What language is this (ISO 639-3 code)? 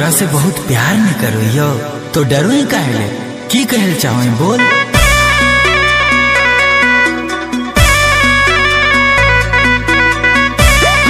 bho